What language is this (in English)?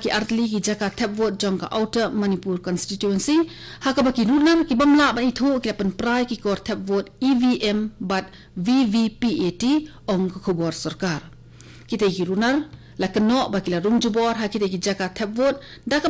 Khasi